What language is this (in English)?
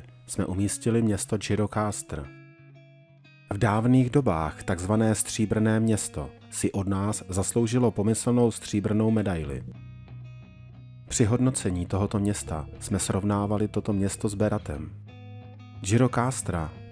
Czech